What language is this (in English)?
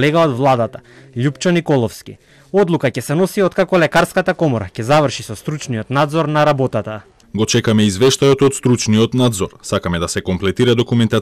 Macedonian